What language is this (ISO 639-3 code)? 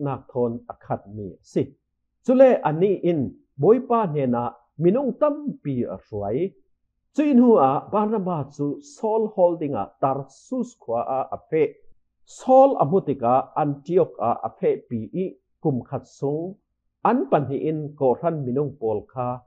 cfm